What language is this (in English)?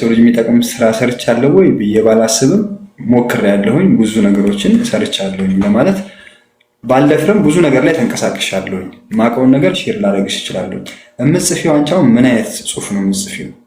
Amharic